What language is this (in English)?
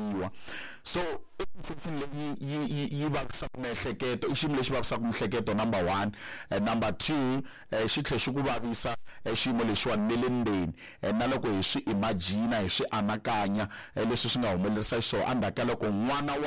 Tsonga